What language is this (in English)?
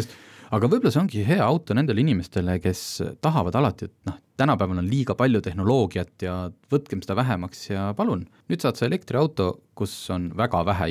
Estonian